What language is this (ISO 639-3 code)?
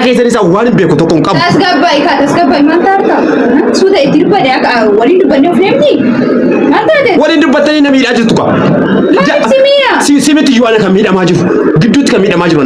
orm